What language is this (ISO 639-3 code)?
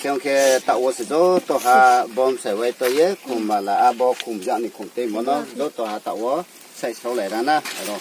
ria